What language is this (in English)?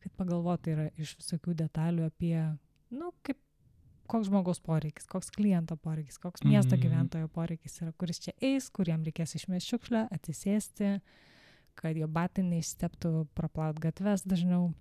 Lithuanian